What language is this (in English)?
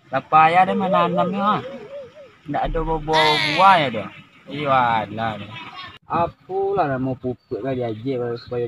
Minangkabau